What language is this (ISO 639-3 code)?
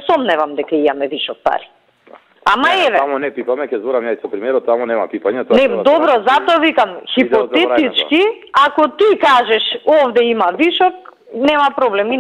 mkd